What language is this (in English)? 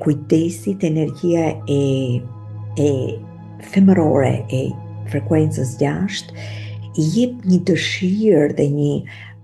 Albanian